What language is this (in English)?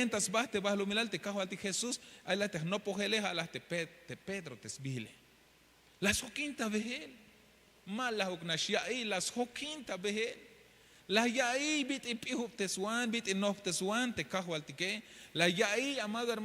Tzeltal